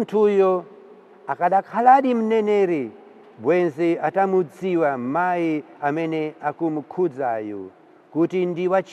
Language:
Nyanja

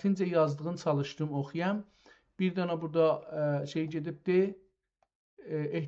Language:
South Azerbaijani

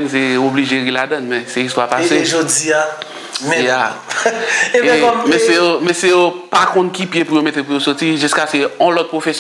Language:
Haitian Creole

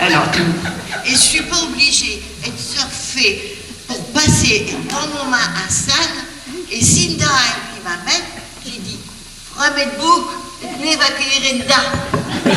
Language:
Picard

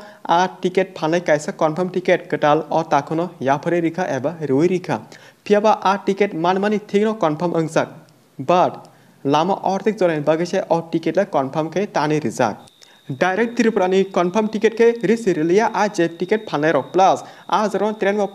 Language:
Kok Borok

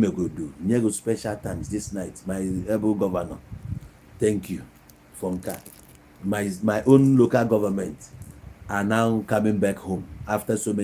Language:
Igbo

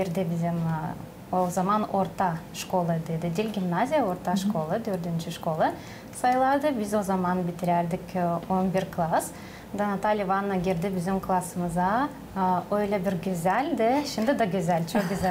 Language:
Gagauz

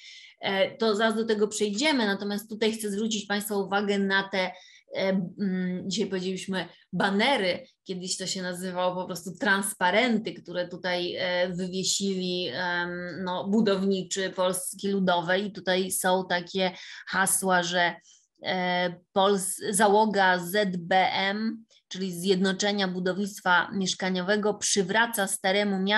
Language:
Polish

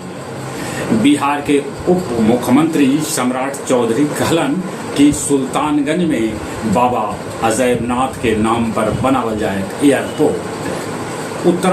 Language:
Magahi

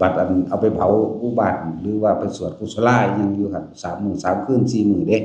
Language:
Northeastern Thai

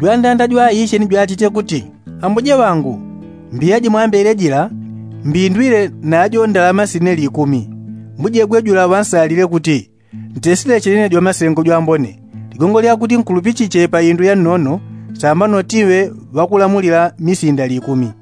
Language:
Yao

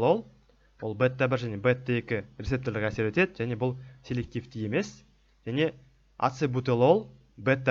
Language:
Kazakh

